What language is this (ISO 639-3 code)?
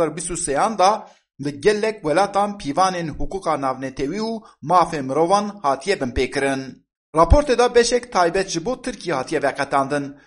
kur